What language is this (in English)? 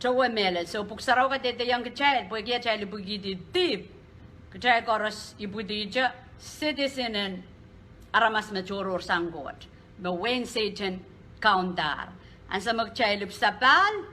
Pohnpeian